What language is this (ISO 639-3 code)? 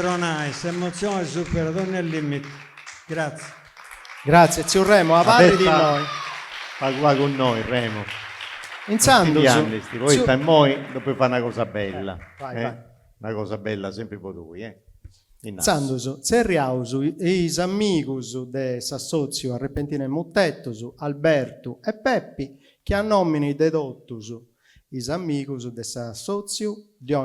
srd